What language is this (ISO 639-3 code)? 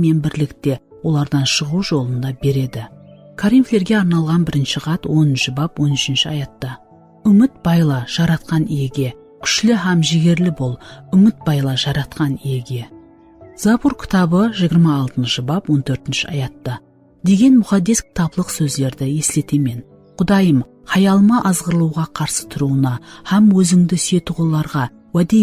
kaa